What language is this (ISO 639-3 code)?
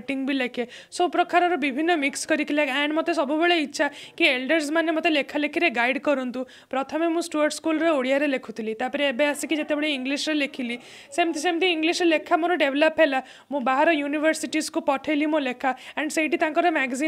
ori